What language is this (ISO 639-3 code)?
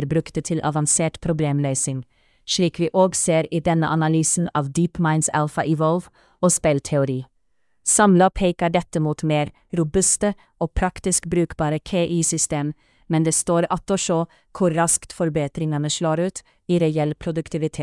nor